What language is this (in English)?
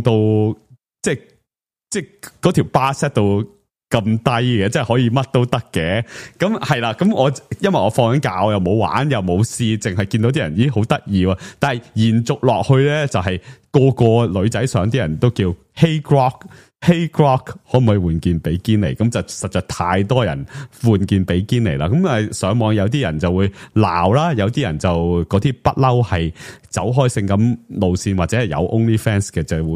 Cantonese